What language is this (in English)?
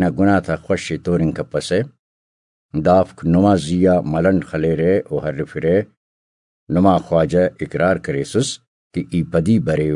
Brahui